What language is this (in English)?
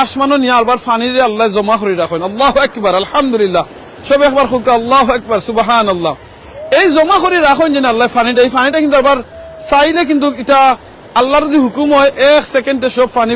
Sylheti